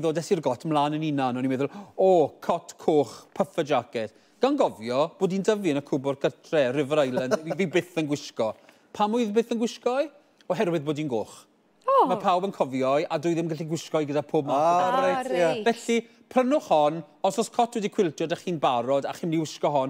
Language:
Welsh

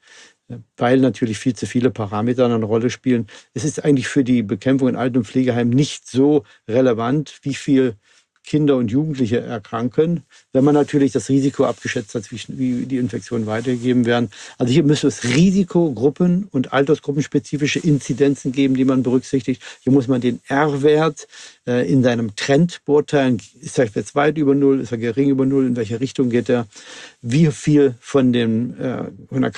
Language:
German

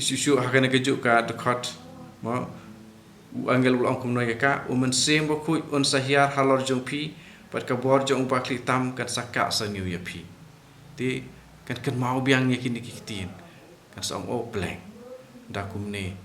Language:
Khasi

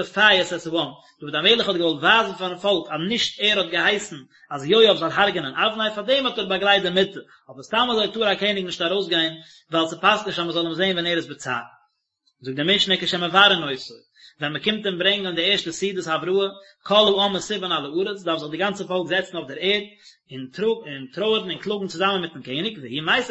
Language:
Yiddish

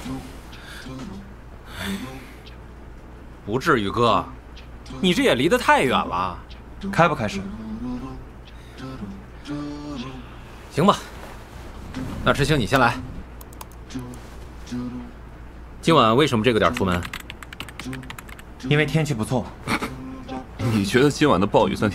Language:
Chinese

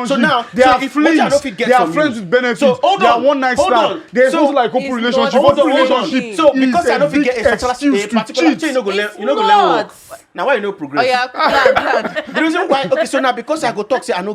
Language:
Nigerian Pidgin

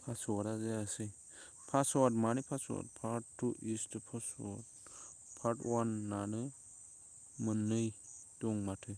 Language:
Bodo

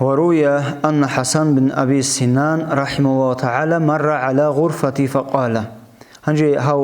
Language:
Avaric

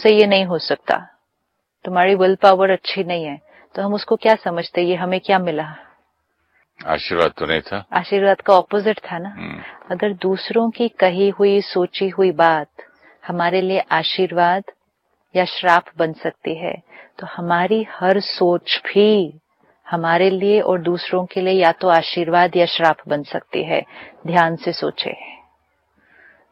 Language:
Hindi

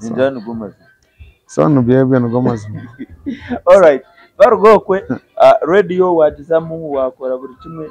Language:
Nyankole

